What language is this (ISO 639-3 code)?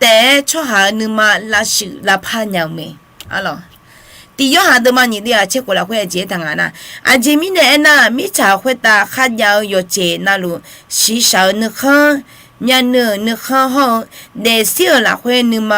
ahk